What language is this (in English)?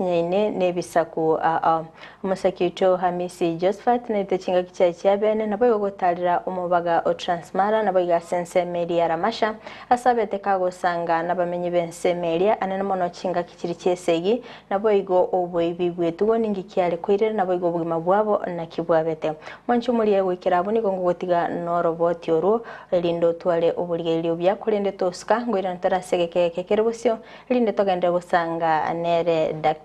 Gusii